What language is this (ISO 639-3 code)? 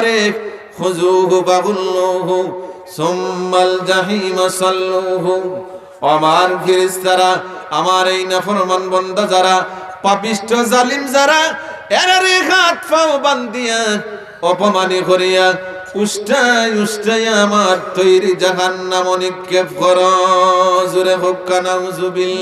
syl